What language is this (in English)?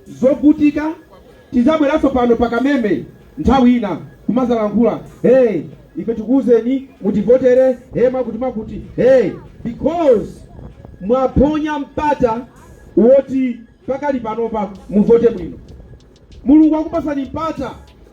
Nyanja